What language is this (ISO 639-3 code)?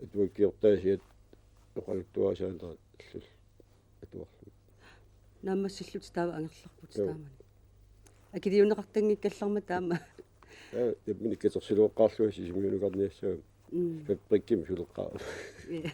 kal